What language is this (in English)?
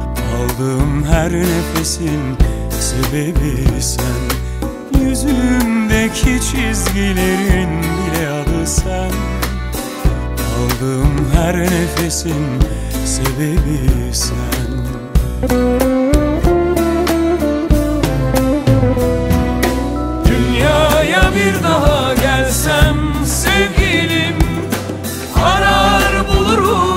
Turkish